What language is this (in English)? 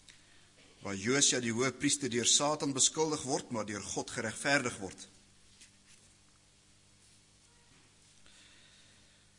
Afrikaans